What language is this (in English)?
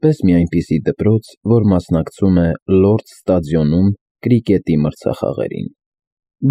Armenian